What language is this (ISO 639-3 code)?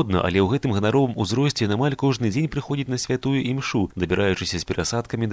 bel